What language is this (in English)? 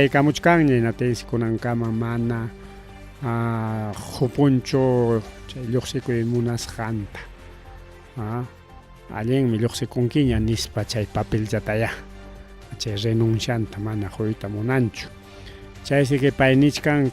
Ayacucho Quechua